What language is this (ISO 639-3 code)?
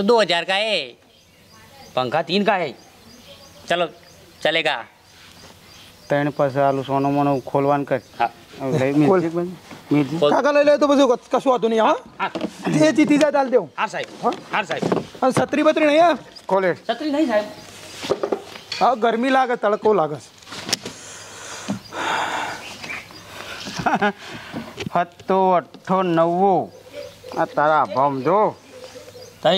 guj